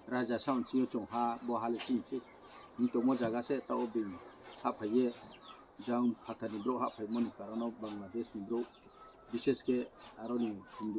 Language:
Kok Borok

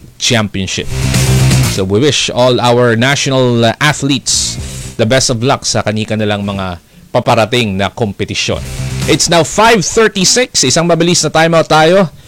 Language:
Filipino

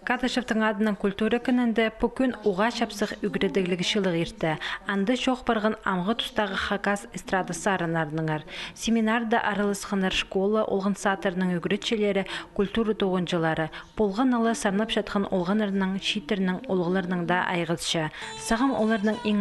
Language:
Khakas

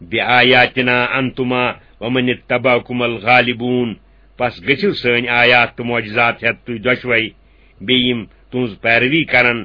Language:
Kashmiri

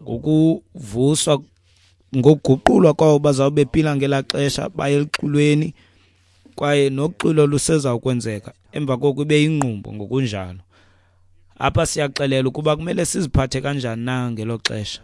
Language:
Xhosa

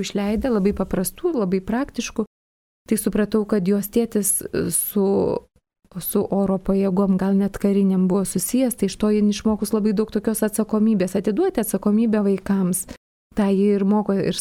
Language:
Lithuanian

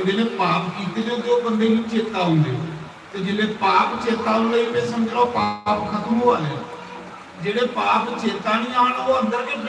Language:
Dogri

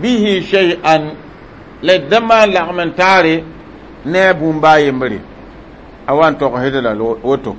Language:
Mossi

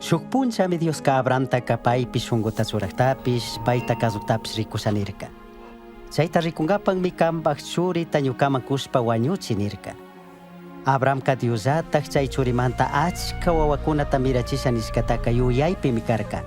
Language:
Chimborazo Highland Quichua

